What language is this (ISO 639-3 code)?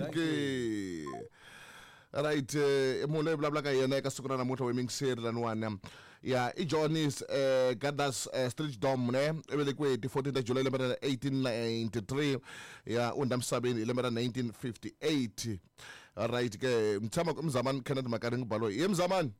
tso